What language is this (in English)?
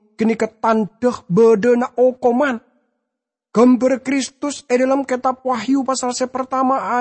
Madurese